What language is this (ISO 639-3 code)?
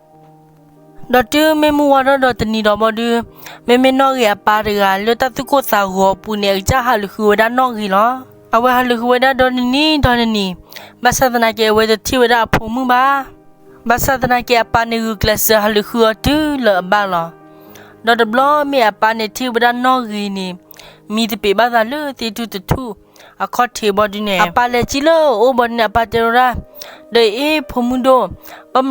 ksw